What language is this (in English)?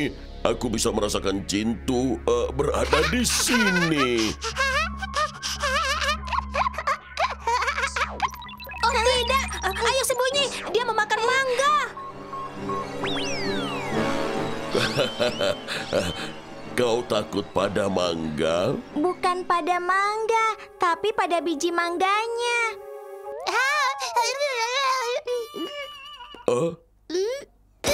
Indonesian